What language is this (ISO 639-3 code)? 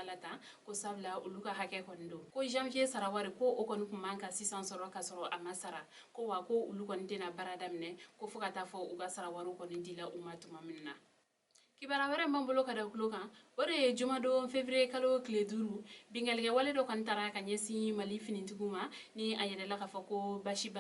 bam